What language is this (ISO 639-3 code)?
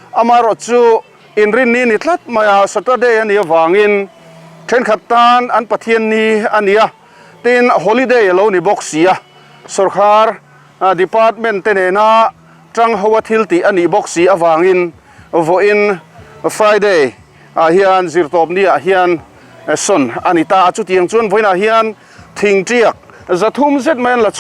lus